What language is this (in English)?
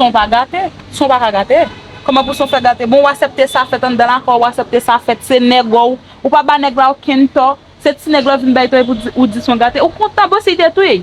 Haitian Creole